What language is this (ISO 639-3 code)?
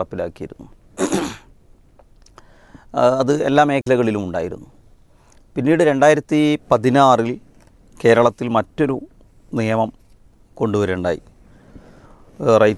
mal